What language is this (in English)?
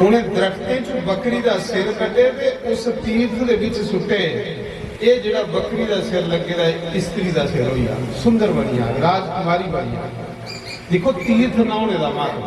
Dogri